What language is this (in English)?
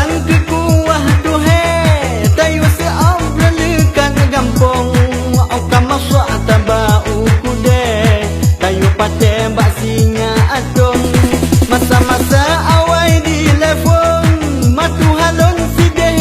Achinese